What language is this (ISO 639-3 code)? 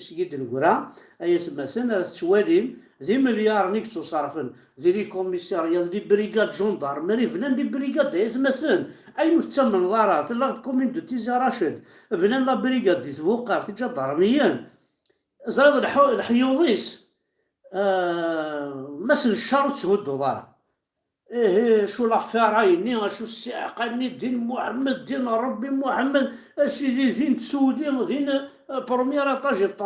kab